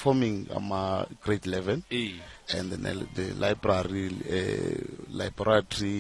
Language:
South Ndebele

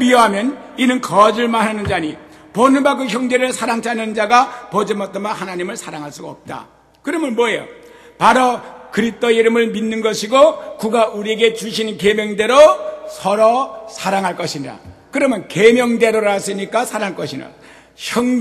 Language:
Korean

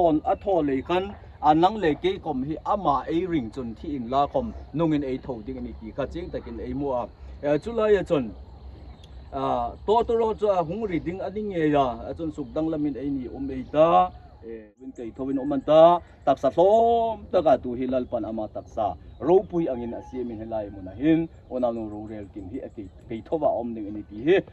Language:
Hmar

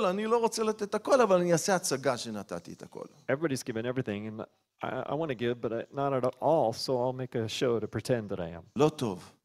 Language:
Hebrew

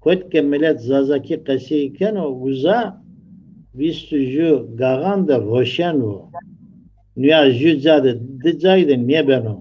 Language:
Zaza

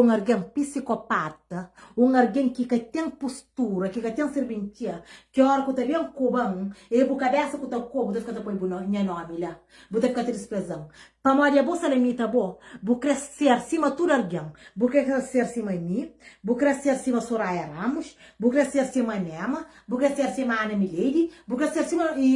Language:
Kabuverdianu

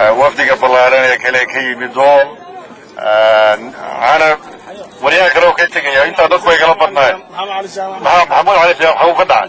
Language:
Somali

